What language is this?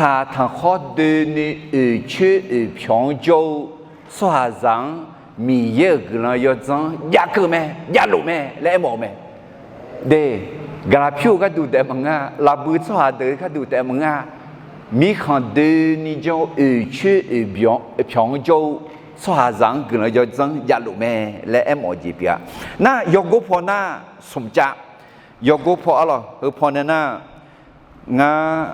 Akha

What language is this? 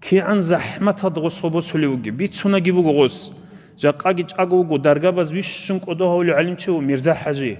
Avaric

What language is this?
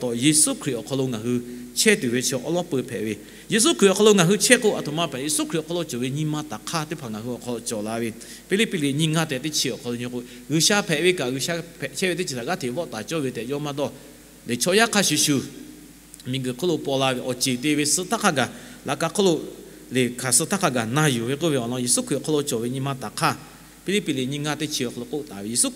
Lahu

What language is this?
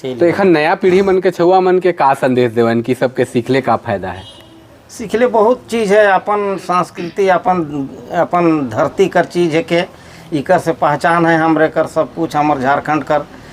Sadri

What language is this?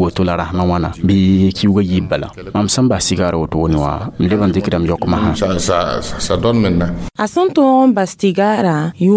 Mossi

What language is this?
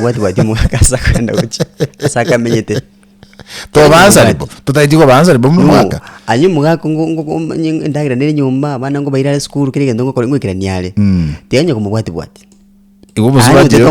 Gusii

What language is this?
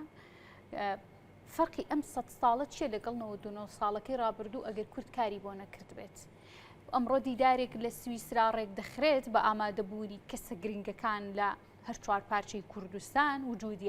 Central Kurdish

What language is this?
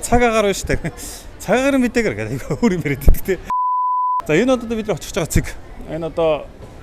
Mongolian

